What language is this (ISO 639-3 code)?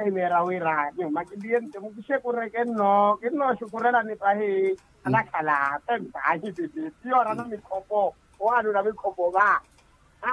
vmw